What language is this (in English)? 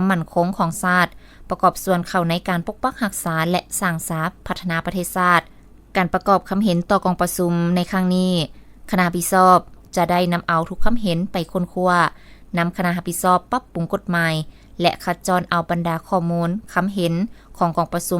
Lao